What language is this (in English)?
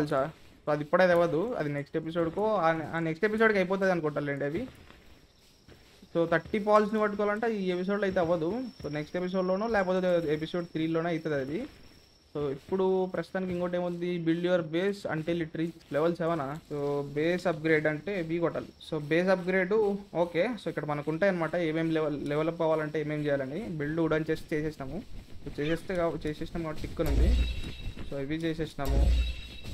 Telugu